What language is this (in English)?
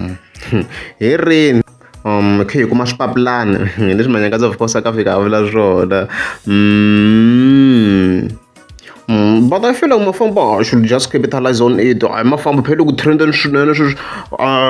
Tsonga